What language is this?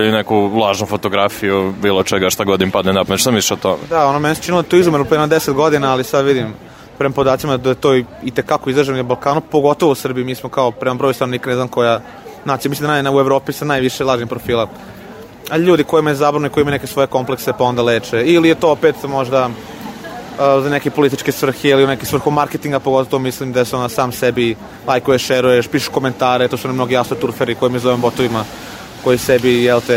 Serbian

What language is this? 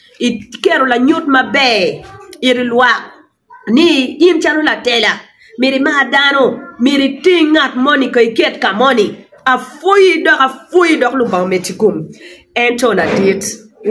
Acoli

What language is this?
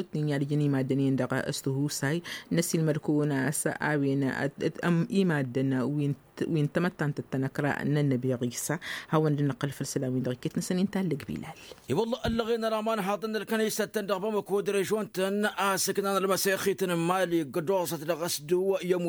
Tamasheq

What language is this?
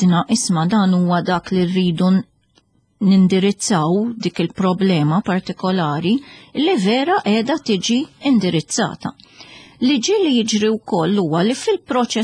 Maltese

